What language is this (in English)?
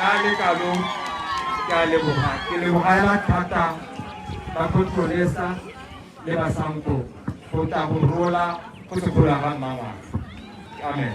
Tswana